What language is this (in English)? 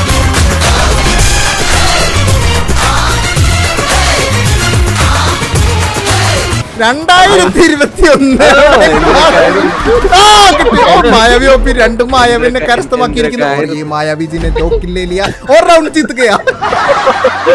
Malayalam